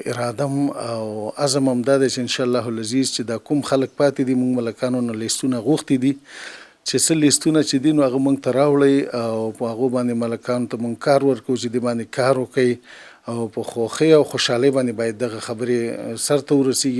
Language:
Pashto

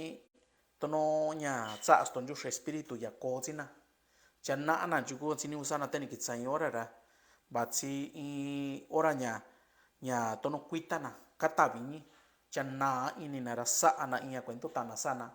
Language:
Mixtepec Mixtec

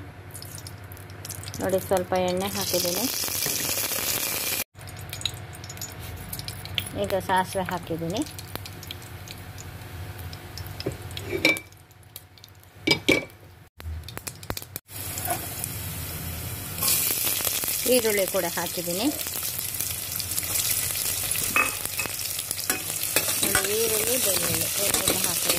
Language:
Kannada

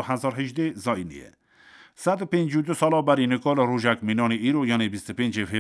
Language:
Kurdish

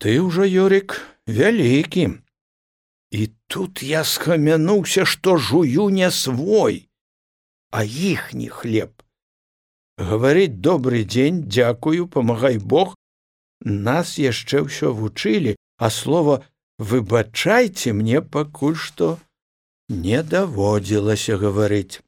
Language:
Belarusian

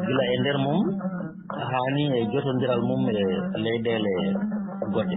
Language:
Fula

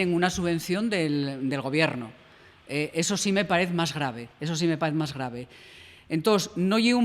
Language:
Asturian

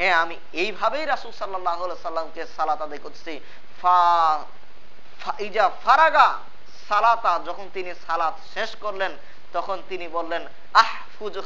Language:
Bangla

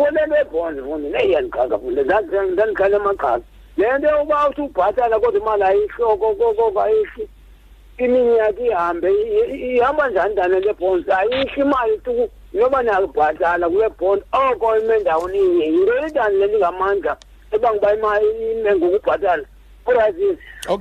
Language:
Xhosa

